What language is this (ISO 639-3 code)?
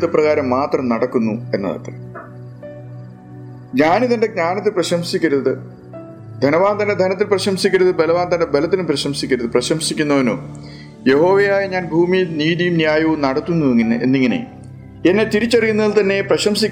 mal